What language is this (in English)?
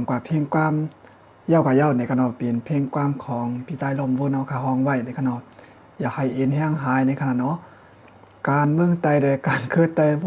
Shan